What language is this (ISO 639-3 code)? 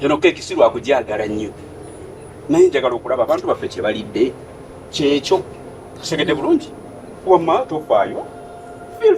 lug